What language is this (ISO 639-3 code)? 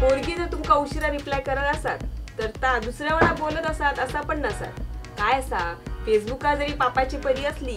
kok